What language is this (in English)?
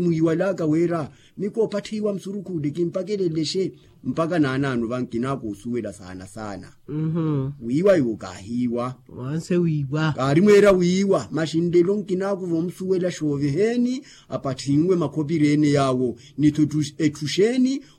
Makhuwa